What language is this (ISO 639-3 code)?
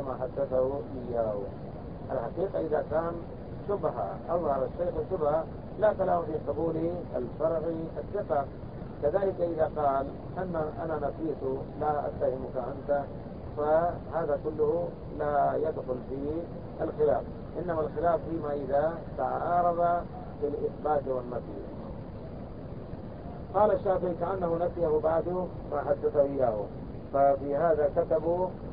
ara